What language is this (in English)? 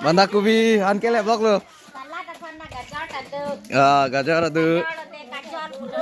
Karbi